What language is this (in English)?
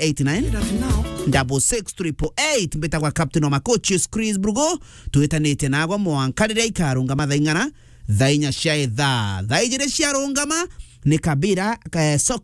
Meru